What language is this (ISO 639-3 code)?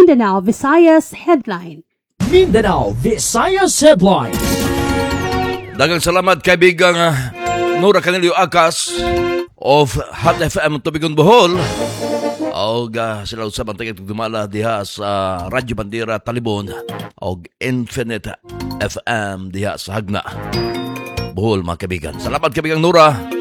ceb